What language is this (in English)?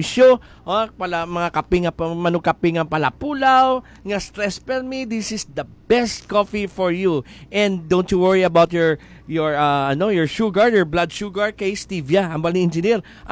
Hiligaynon